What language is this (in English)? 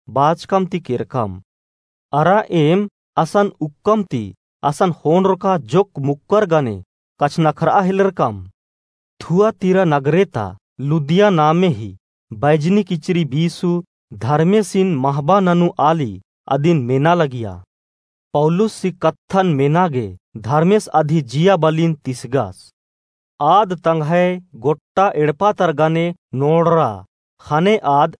Kurukh